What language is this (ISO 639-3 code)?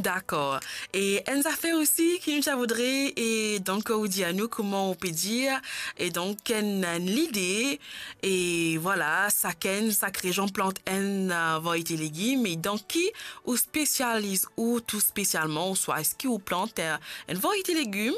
mfe